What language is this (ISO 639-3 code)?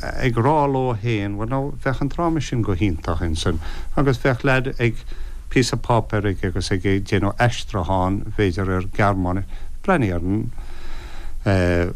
gle